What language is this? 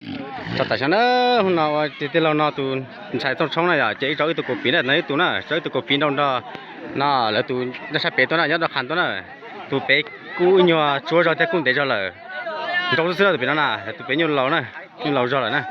Hmong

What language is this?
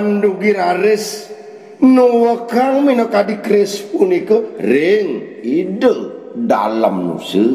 Balinese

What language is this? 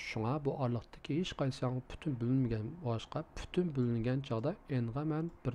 Uyghur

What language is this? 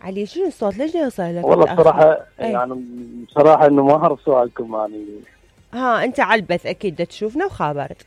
Mesopotamian Arabic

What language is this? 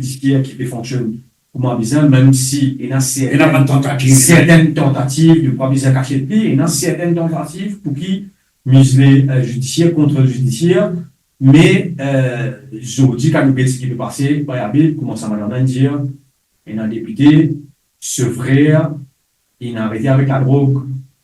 Morisyen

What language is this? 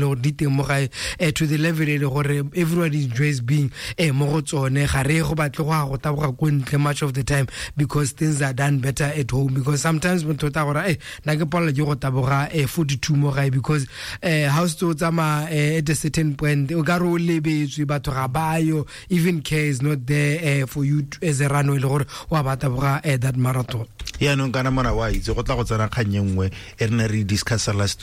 Tswana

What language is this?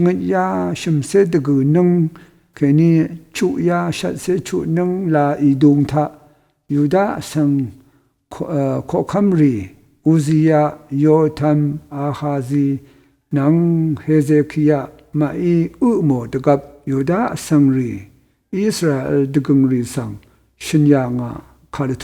Rawang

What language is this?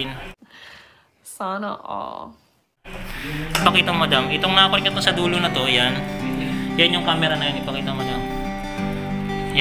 Filipino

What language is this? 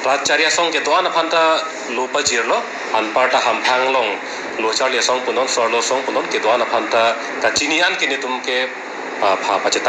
Karbi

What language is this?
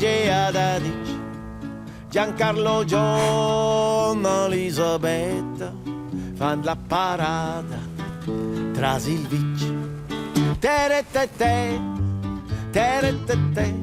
Romansh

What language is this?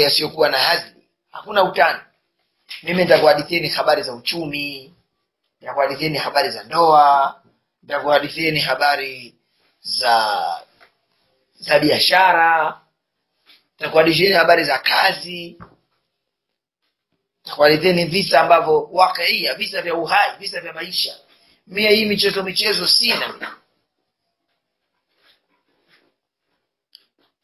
Swahili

